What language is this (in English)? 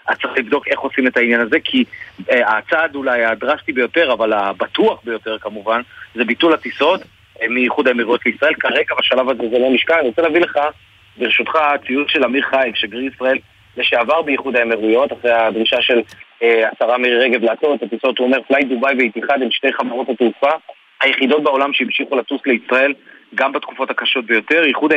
Hebrew